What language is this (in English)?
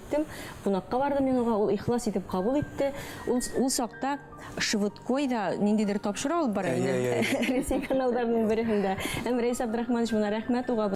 Bashkir